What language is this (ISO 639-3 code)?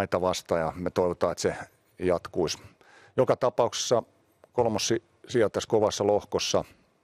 fin